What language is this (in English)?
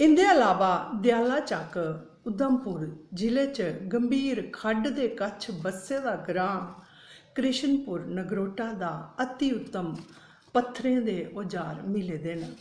Dogri